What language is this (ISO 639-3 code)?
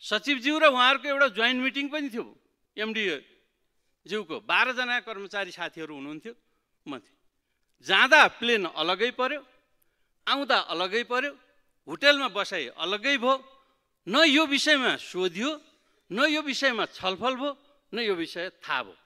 nep